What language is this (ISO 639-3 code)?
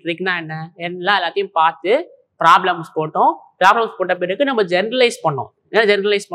tam